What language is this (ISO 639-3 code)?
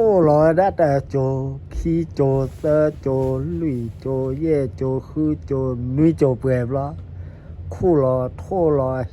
ksw